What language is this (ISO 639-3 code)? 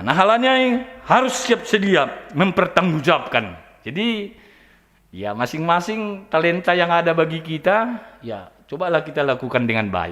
bts